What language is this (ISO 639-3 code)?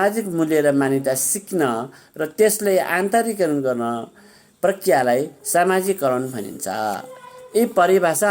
nep